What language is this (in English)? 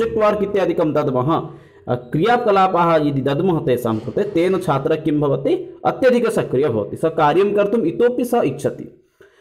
Sanskrit